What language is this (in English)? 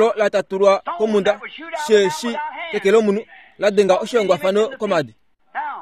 Kuanyama